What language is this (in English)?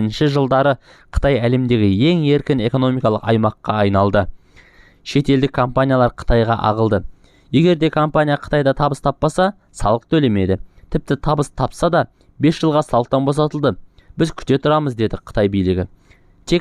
Kazakh